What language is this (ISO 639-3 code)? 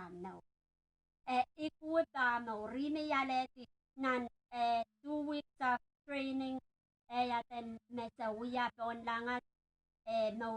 pon